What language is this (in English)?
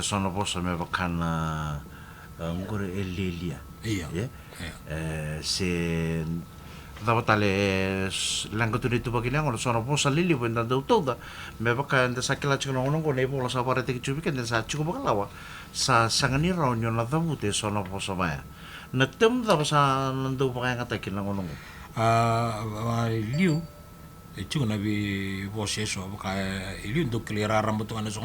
Fijian